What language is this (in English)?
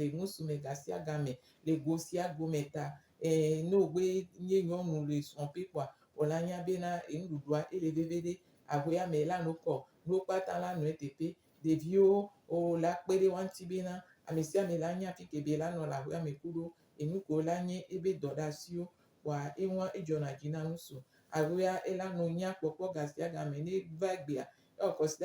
Gen